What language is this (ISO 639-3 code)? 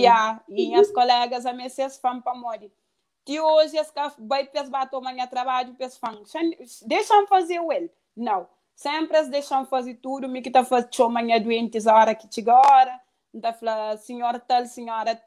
kea